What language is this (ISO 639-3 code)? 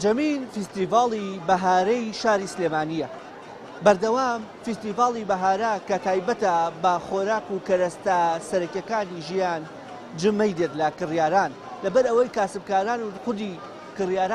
ckb